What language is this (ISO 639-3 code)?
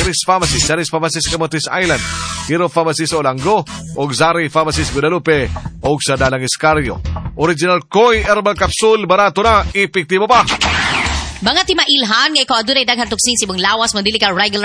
ceb